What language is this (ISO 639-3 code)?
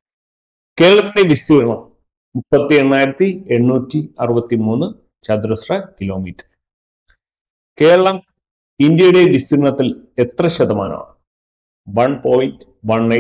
mal